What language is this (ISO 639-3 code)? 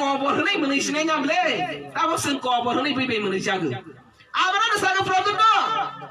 trp